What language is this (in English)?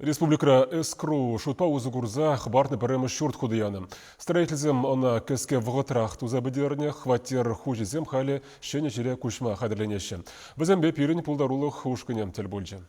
Chuvash